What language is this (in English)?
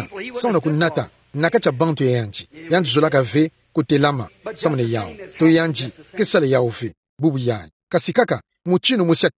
Kituba (Democratic Republic of Congo)